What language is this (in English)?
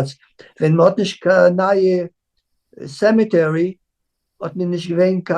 Yiddish